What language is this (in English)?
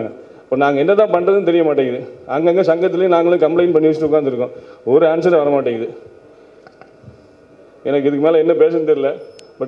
Tamil